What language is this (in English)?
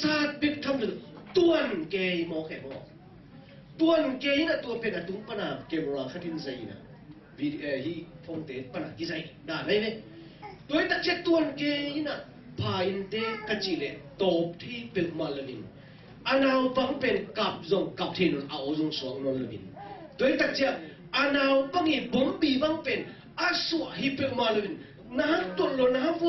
Tedim Chin